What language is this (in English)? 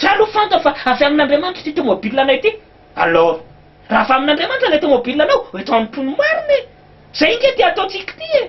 Malagasy